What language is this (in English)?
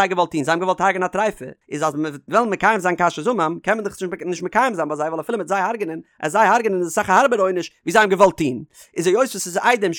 Yiddish